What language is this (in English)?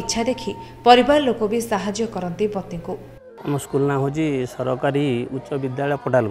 Odia